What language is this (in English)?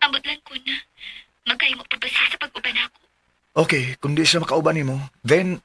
Cebuano